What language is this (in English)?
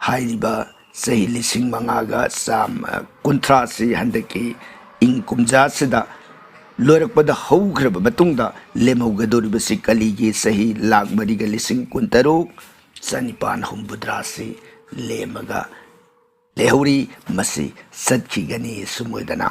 Manipuri